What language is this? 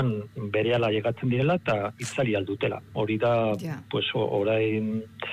Basque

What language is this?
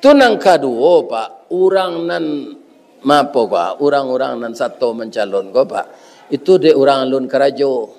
Minangkabau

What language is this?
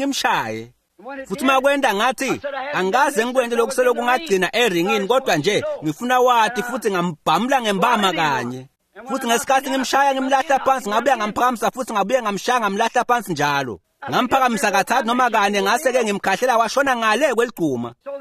Swati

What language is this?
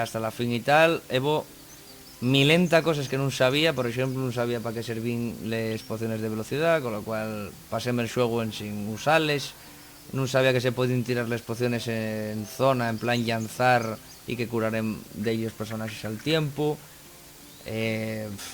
Asturian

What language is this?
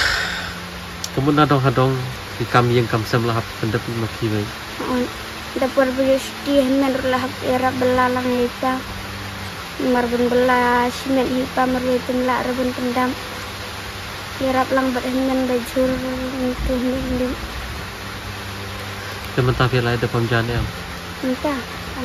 Malay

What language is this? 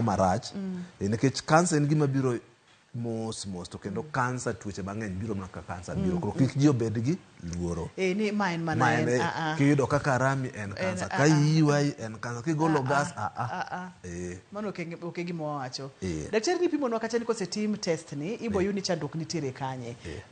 Luo (Kenya and Tanzania)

